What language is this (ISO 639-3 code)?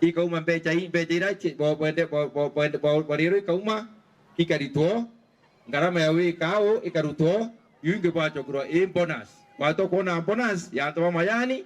mer